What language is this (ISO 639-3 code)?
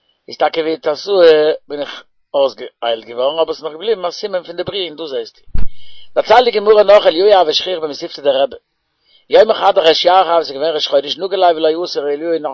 yid